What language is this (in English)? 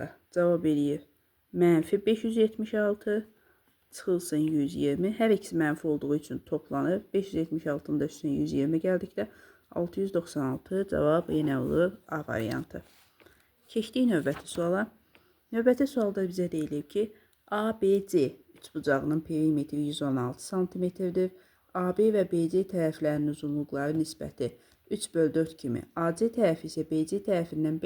Azerbaijani